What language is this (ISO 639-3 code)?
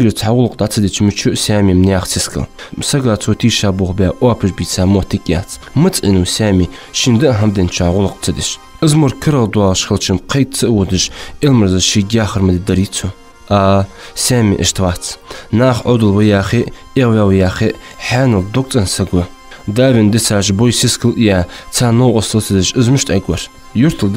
inh